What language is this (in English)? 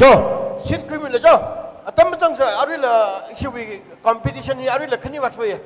Tangkhul Naga (India)